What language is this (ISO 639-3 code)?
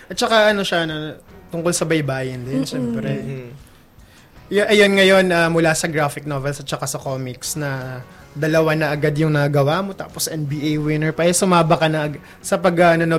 fil